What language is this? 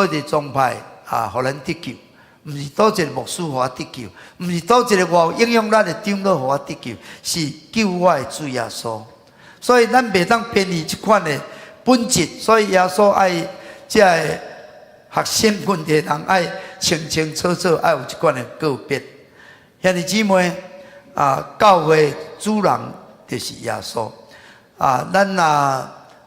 Min Nan Chinese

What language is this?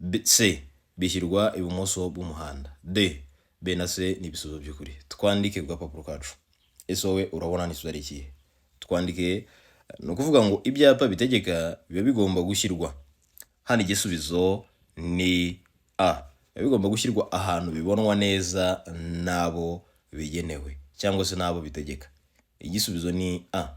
Kinyarwanda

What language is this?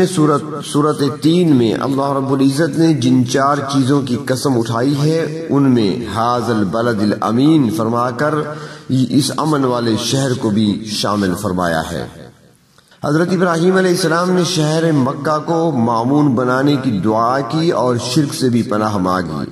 Urdu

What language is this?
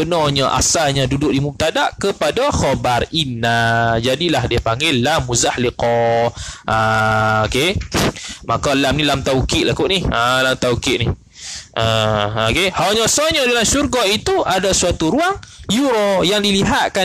Malay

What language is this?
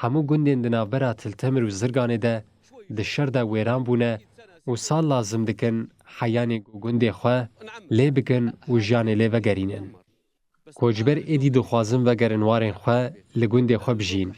Kurdish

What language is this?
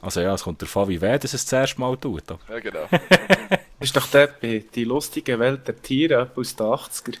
Swiss German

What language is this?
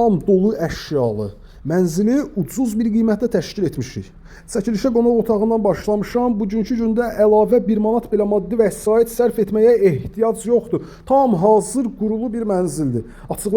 Azerbaijani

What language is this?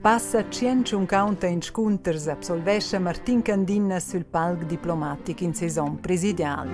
Romansh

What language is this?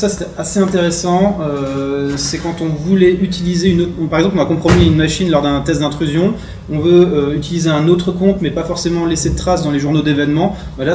French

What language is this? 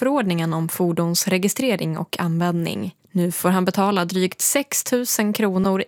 Swedish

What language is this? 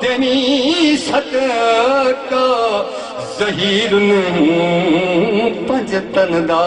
Saraiki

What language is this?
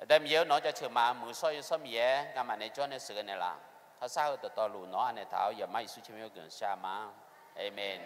Akha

